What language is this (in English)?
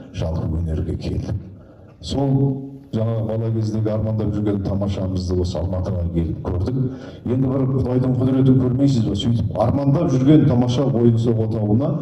Kazakh